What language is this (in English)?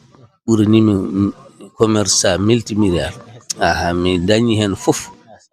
Fula